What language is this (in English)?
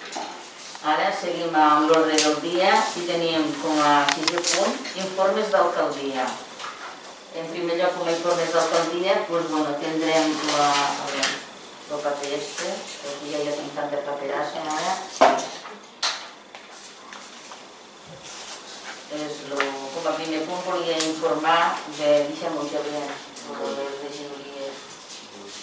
Catalan